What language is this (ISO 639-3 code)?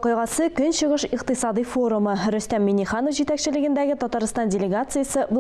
tat